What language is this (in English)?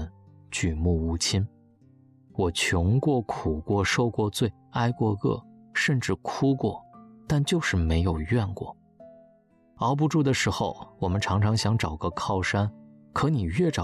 Chinese